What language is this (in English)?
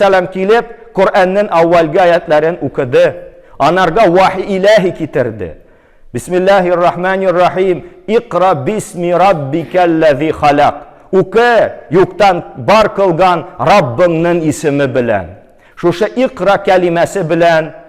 Tatar